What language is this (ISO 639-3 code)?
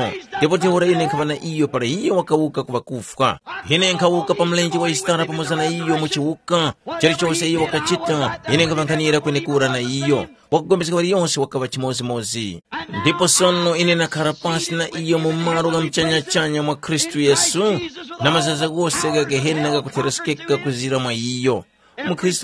tum